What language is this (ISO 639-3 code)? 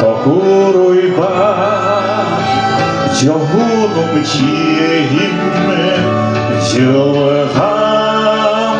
sah